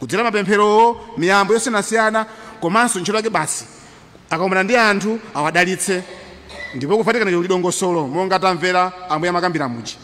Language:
Nyanja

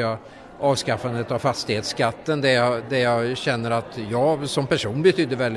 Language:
Swedish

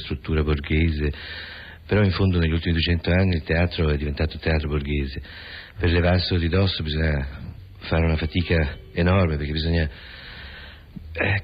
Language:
Italian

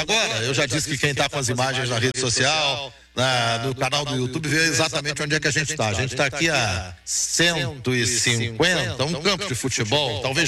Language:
Portuguese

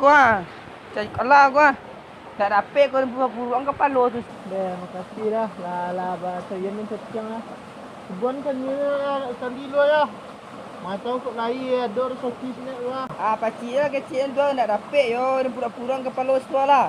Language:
Minangkabau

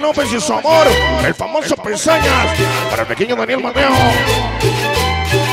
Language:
Spanish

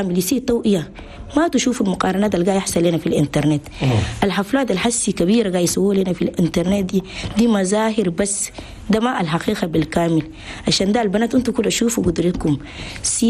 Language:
Chadian Arabic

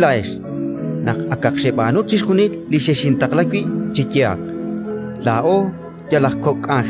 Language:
Kekchí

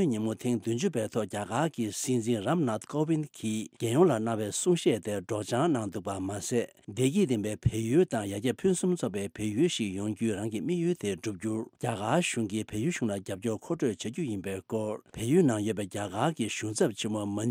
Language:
Tibetan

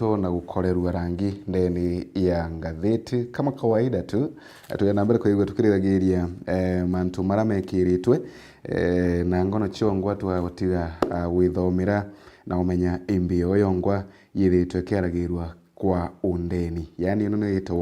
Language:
Meru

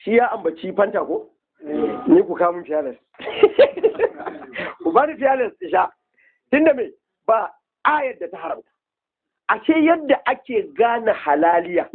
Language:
Hausa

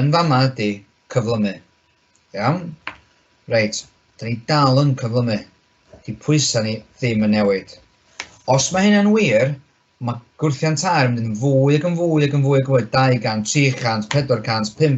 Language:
Welsh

